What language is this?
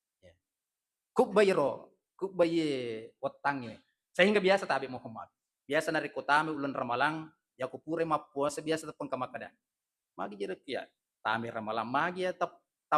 Buginese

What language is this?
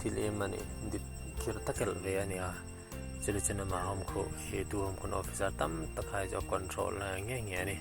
Hmar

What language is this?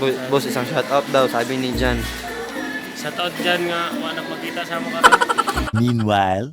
Cebuano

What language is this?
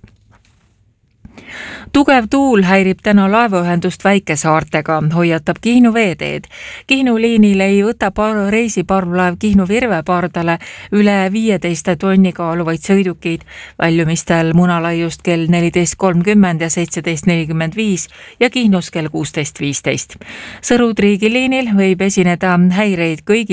Estonian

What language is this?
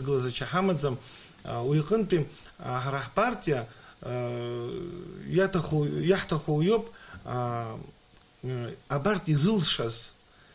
Abkhazian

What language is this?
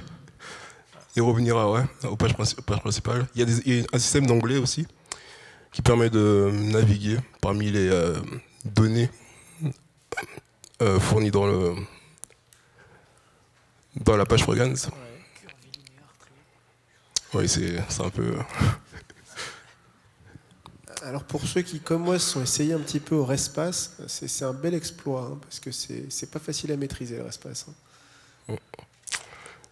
French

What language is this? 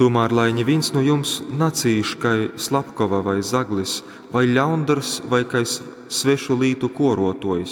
Latgalian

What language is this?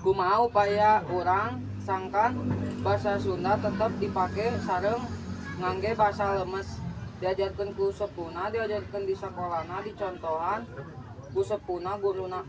Sundanese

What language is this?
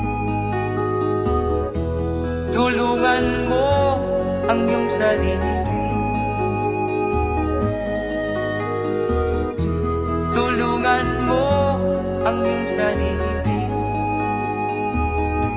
Filipino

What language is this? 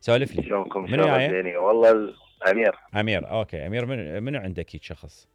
Mesopotamian Arabic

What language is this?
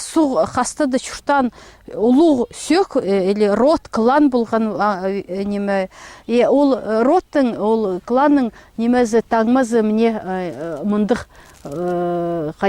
Khakas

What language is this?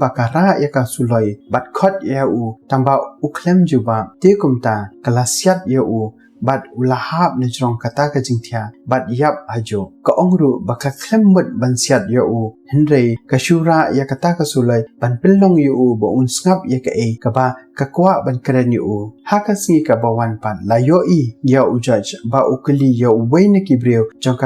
Khasi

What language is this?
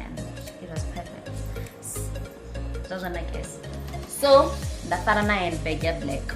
Venda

